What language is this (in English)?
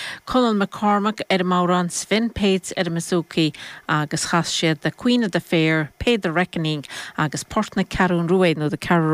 Irish